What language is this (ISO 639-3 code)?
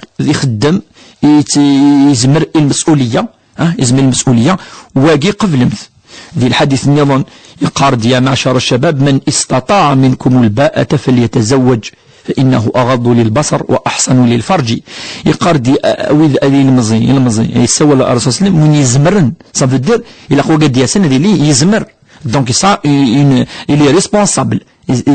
kab